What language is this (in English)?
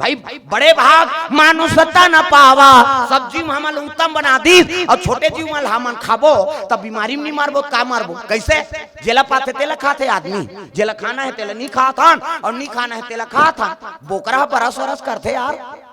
Chhattisgarhi